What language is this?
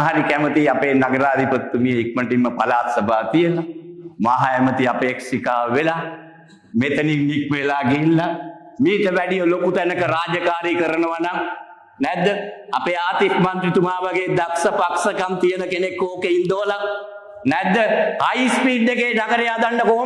Sinhala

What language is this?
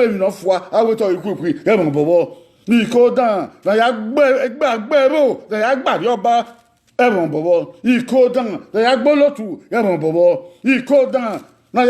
Bini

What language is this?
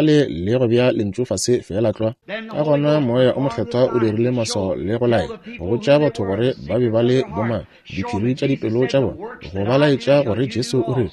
Northern Sotho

